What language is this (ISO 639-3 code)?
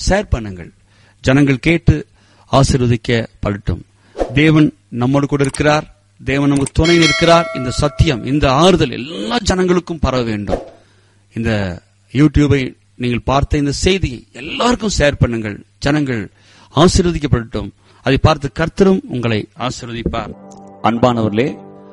tam